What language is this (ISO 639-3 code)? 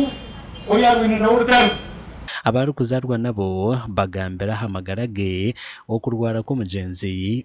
nyn